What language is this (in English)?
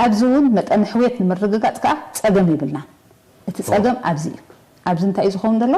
Tigrinya